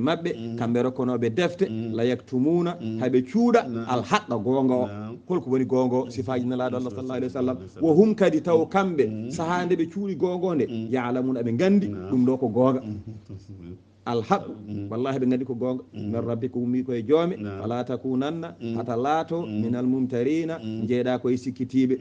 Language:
Fula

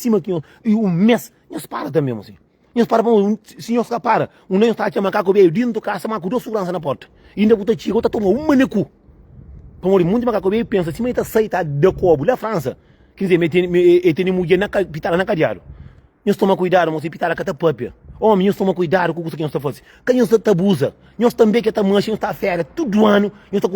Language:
Kabuverdianu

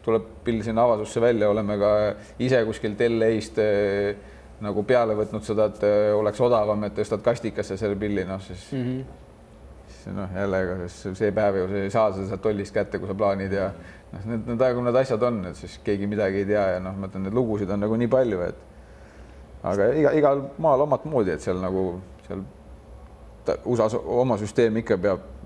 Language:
Estonian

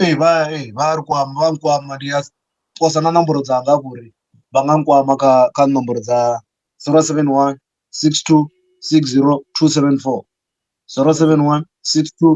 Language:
Venda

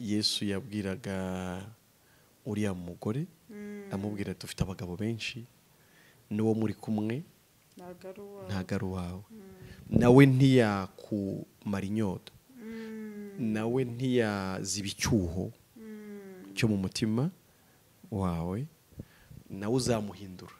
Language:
Kinyarwanda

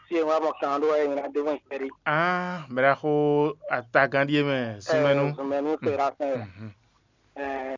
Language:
Fon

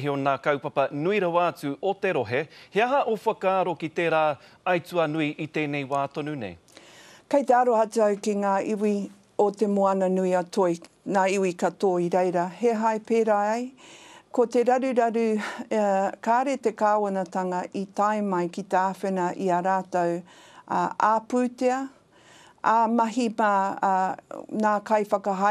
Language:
Māori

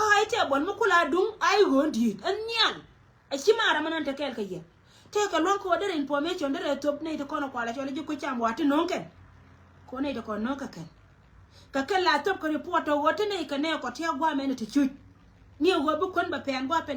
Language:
Nuer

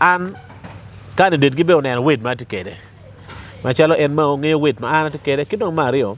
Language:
Acoli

